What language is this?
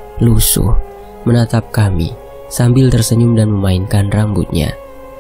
Indonesian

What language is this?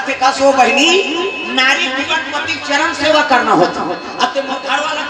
Chhattisgarhi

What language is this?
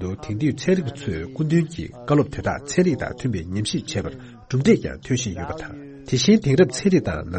Tibetan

